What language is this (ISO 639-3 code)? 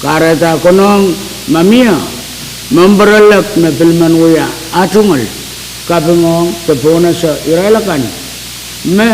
pon